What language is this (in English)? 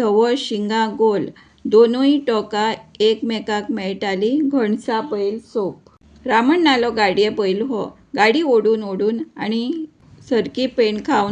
Konkani